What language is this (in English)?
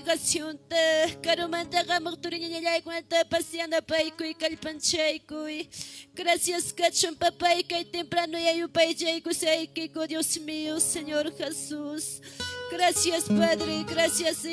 Ayacucho Quechua